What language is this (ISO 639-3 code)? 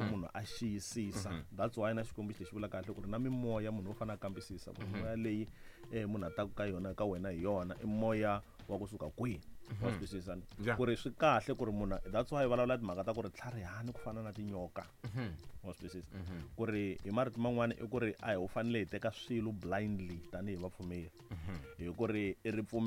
tso